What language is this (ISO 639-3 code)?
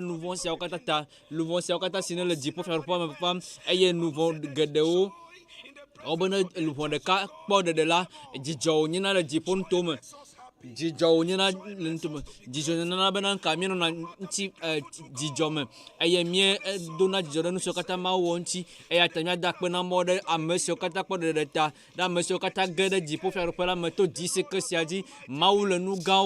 ewe